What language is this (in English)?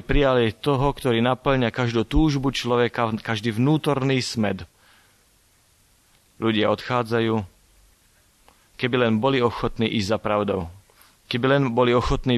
Slovak